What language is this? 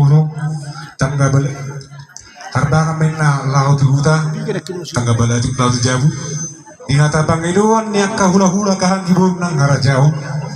Batak Toba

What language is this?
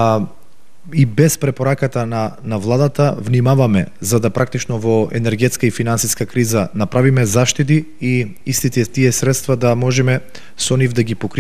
Macedonian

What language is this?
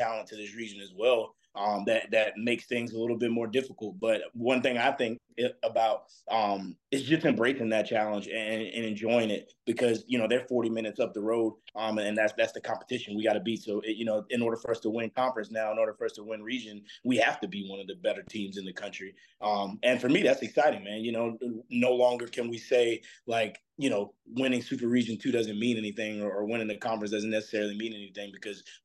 English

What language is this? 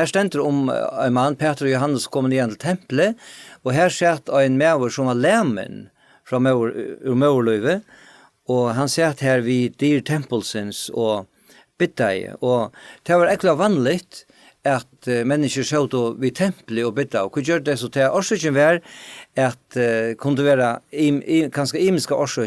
Faroese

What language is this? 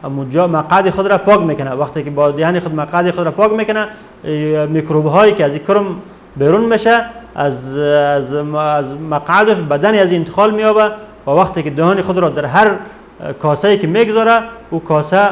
Persian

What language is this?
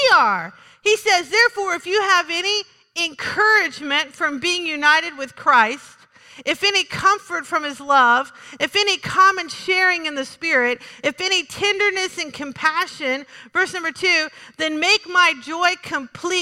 English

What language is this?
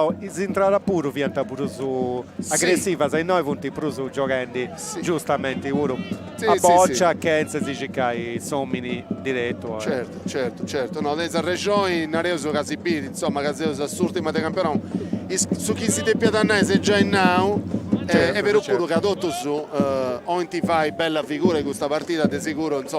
Sardinian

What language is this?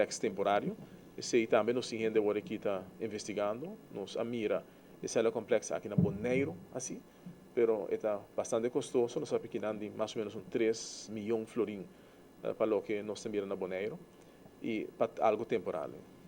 Papiamento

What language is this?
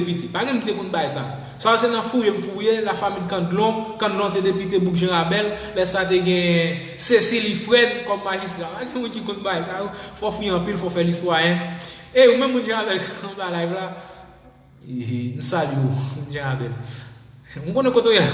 Haitian Creole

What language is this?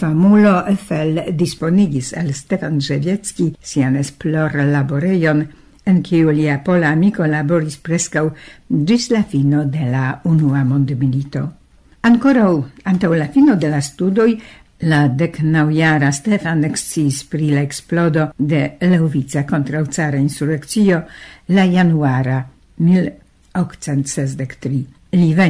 Esperanto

